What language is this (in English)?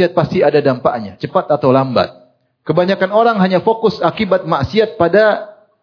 Indonesian